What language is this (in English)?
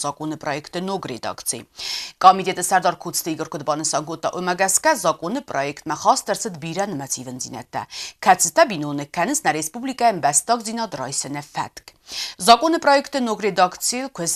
Ossetic